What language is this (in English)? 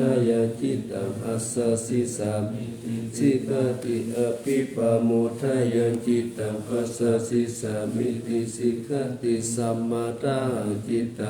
Pali